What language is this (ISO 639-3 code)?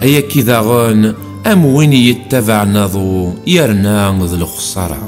kab